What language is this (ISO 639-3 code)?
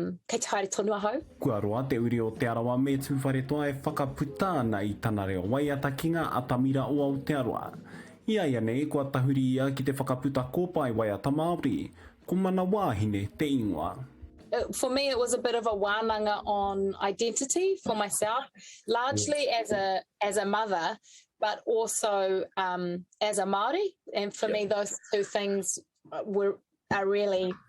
mri